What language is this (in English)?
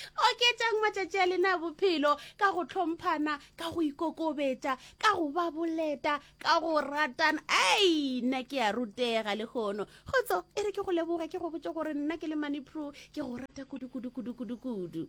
Northern Sotho